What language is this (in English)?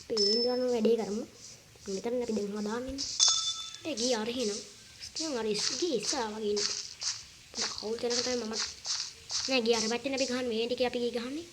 Sinhala